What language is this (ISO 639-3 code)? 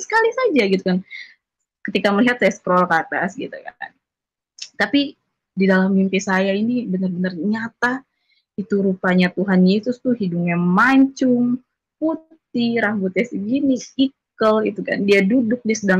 ind